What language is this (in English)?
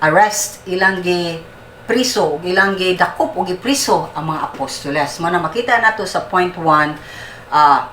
Cebuano